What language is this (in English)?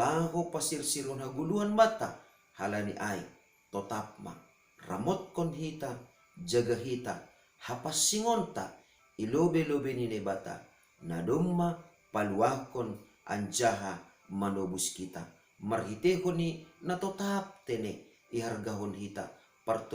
Batak Simalungun